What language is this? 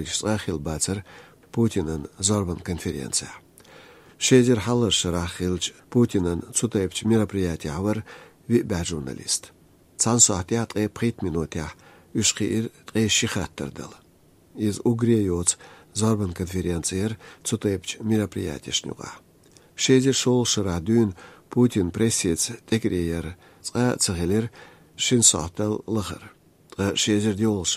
Chechen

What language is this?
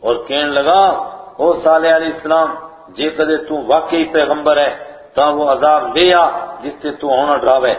Gujari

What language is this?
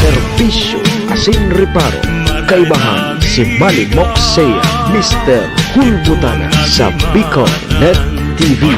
Bikol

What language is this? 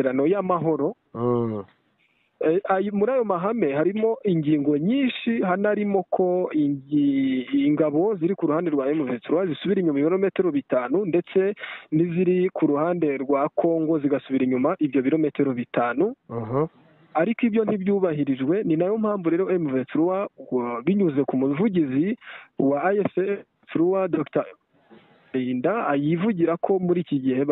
Kinyarwanda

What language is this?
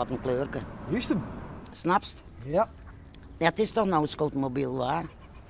Western Frisian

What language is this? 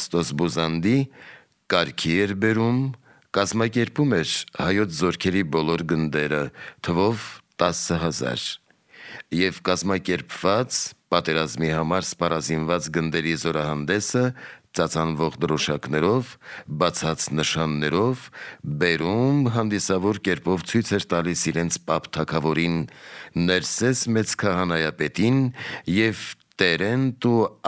Armenian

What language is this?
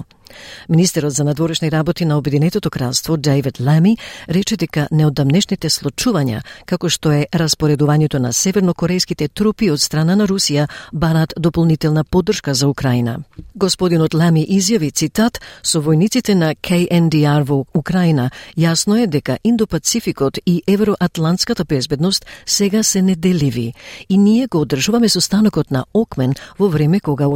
Macedonian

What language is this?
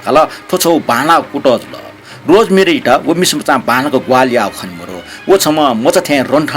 Newari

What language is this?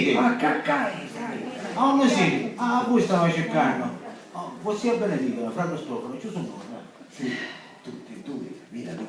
Sicilian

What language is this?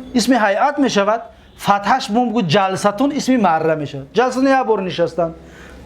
Tajik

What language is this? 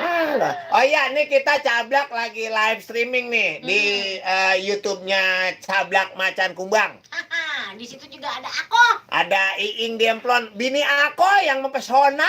Betawi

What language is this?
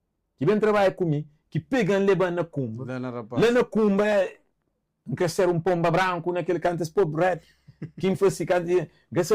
Kabuverdianu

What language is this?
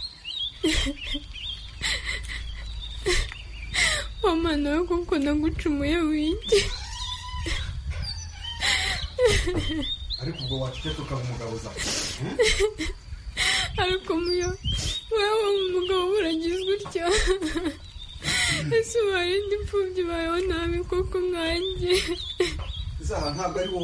Kinyarwanda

